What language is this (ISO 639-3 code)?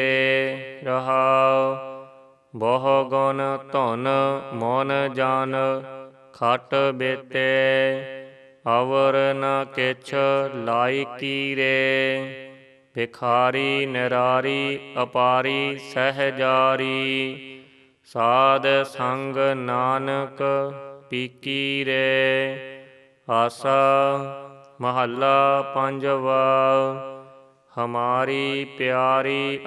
pan